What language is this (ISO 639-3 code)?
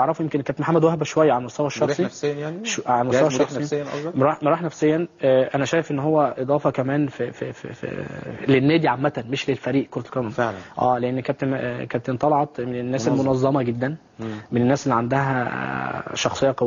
arz